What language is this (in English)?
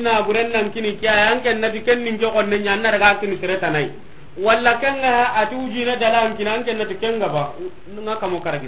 Soninke